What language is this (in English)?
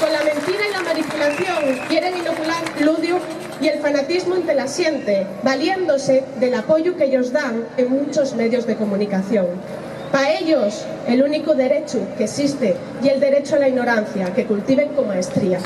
Asturian